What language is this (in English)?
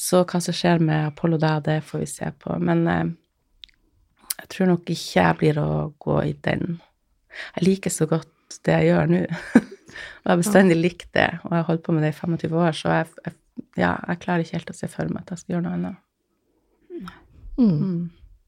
Norwegian